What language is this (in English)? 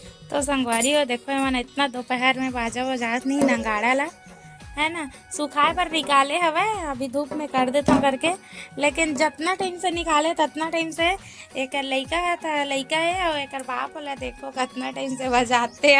Chhattisgarhi